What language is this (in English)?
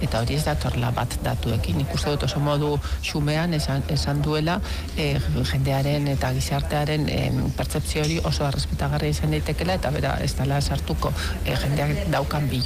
Basque